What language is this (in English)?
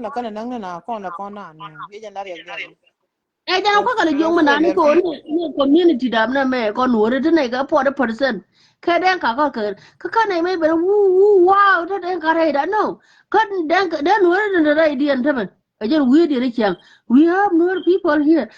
Nuer